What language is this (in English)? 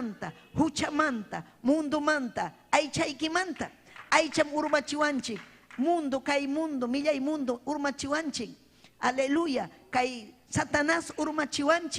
Ayacucho Quechua